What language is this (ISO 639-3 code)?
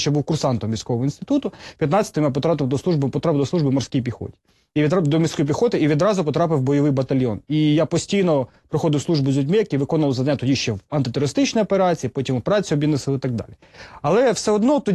ukr